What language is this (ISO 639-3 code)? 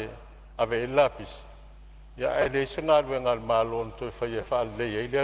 smo